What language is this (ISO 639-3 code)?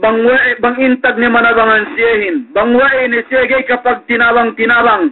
yka